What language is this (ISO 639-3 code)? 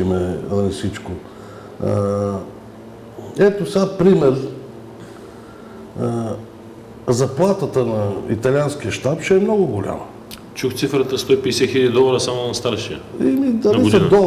bul